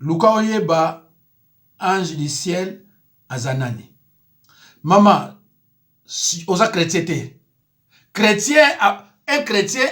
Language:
Lingala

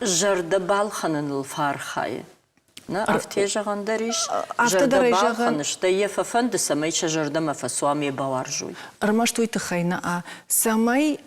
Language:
Ossetic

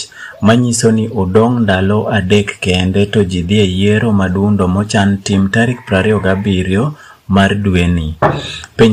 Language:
Luo (Kenya and Tanzania)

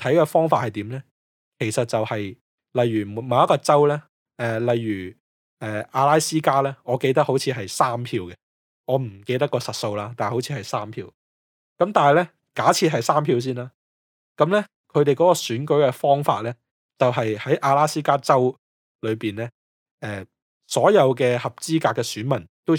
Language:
Cantonese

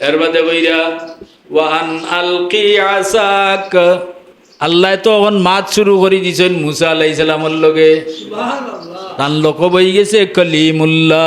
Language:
Sylheti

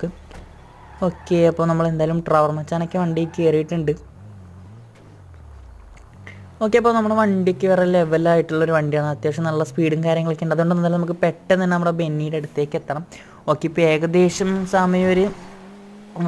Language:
Malayalam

